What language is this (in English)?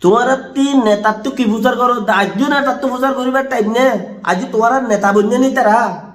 Rohingya